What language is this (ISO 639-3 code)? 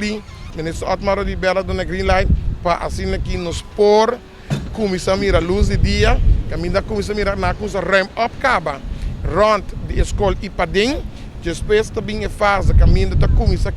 pap